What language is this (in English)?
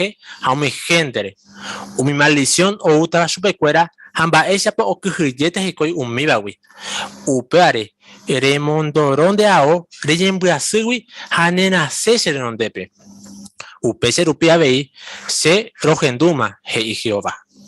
Guarani